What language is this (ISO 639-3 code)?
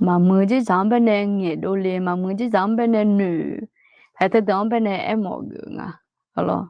ahk